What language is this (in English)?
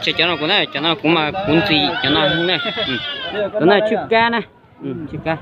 Hmong